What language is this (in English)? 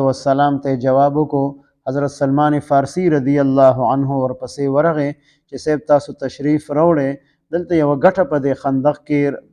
Pashto